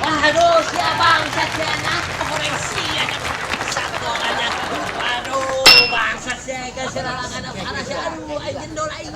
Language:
Sundanese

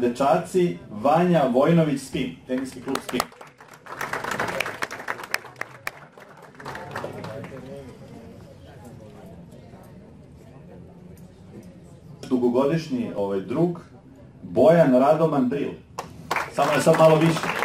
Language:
Serbian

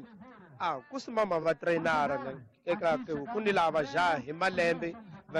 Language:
Tsonga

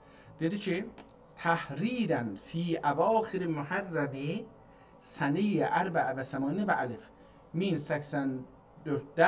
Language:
South Azerbaijani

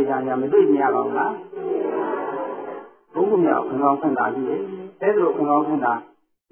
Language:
Burmese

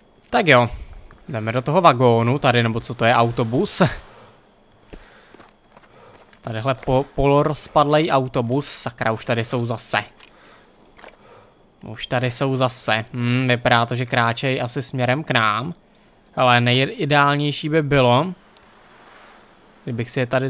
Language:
Czech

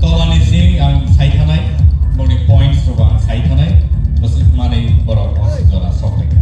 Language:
Kok Borok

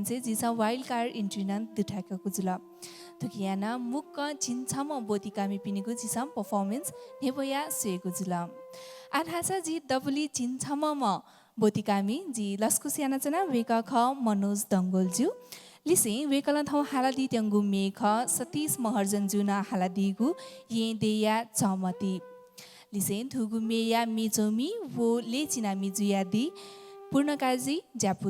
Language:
Newari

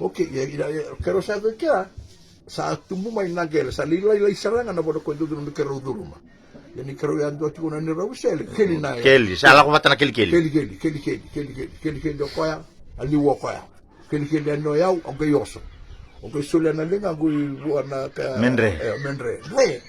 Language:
Fijian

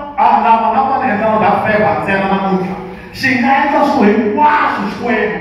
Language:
Tsonga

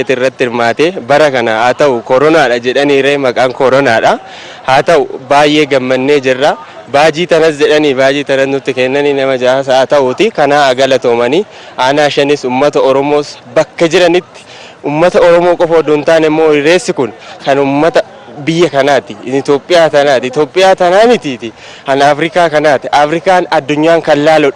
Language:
Oromo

